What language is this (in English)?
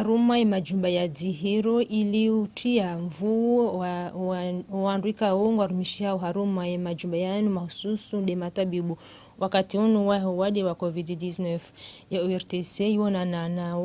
Ngazidja Comorian